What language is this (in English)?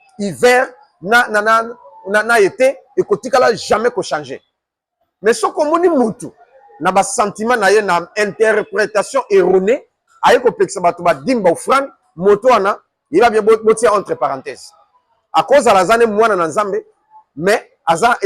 Lingala